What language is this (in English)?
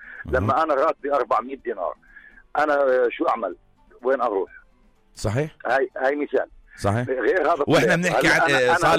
North Levantine Arabic